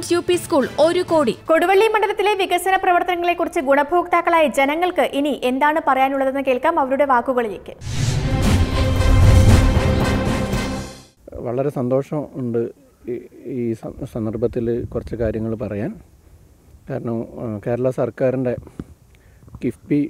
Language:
Malayalam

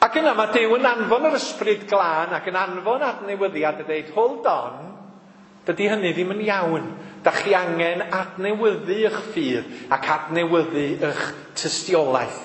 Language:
Welsh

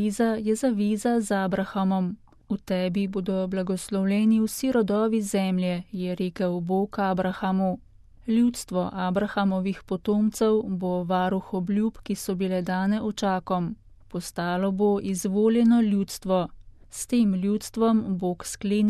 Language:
Slovenian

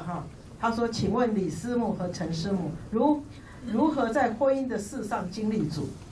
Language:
Chinese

